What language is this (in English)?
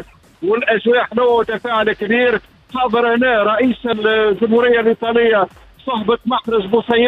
Tunisian Arabic